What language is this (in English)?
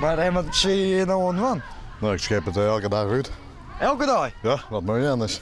Western Frisian